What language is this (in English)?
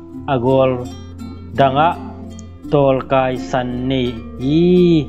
Tedim Chin